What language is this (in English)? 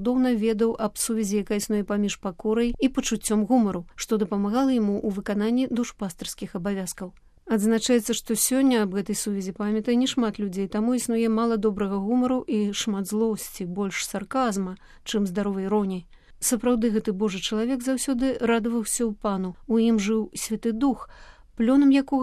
Belarusian